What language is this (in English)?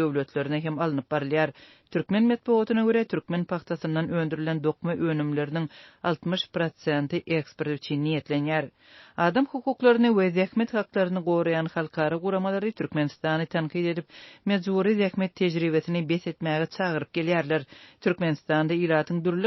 Turkmen